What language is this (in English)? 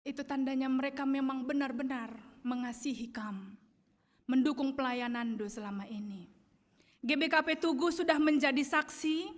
Batak Karo